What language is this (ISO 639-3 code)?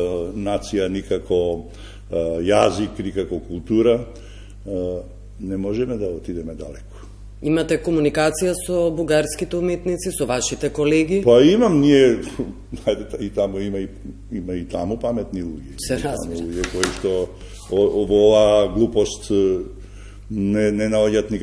mkd